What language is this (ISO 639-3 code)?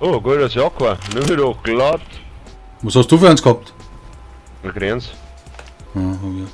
bar